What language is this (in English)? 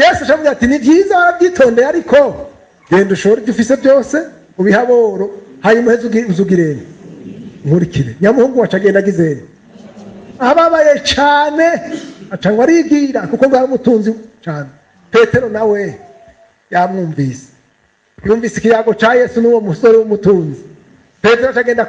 Rundi